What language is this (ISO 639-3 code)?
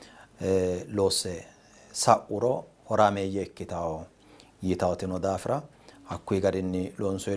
sid